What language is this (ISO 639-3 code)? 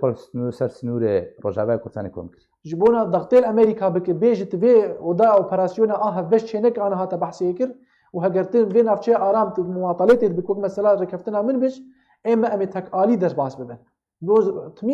kur